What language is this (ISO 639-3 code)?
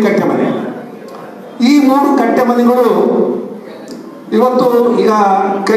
kan